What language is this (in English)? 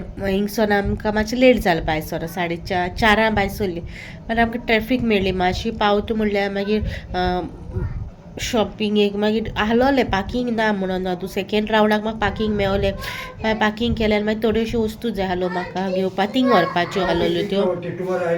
Konkani